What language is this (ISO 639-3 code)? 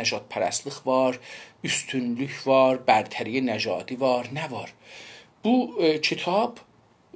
azb